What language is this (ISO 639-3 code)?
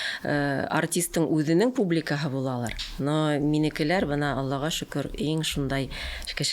bak